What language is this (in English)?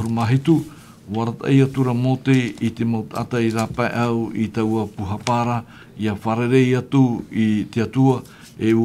Tahitian